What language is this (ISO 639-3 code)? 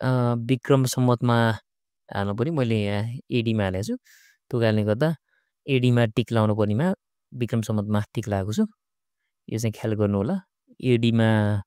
nep